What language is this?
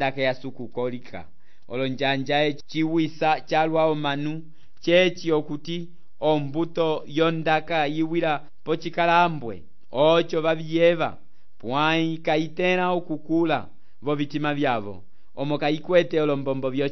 Umbundu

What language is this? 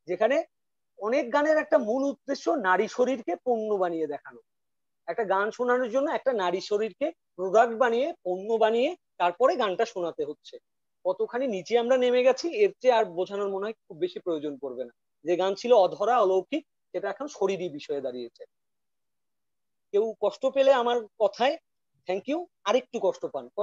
Bangla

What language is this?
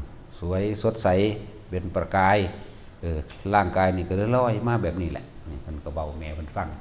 Northeastern Thai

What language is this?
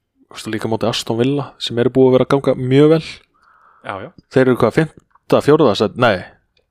Icelandic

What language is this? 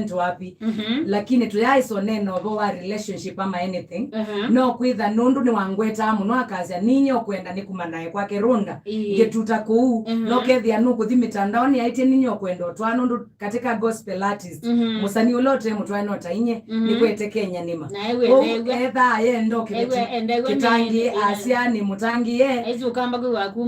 Kamba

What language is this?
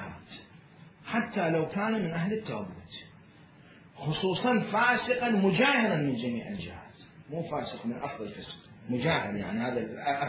Mesopotamian Arabic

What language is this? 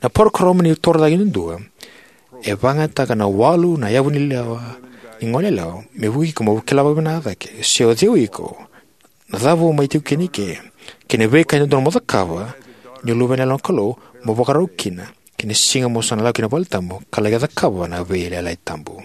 Fijian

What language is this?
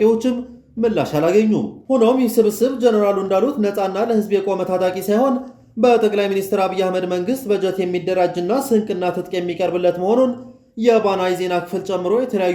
Amharic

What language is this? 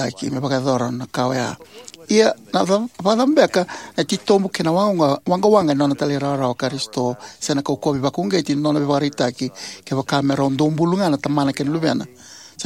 Fijian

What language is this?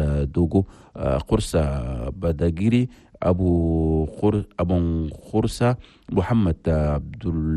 Chadian Arabic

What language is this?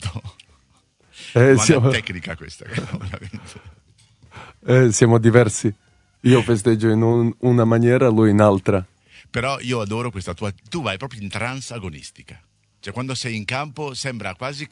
Italian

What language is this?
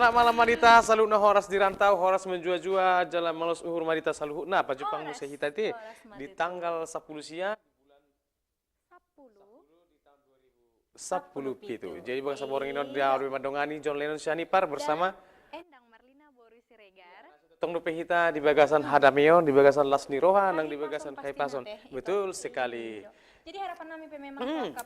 Batak Toba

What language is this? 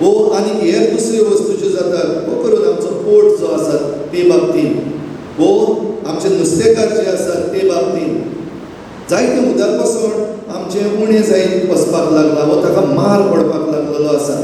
Konkani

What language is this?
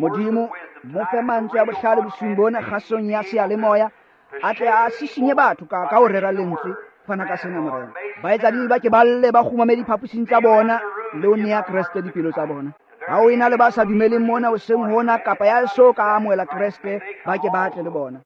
Tswana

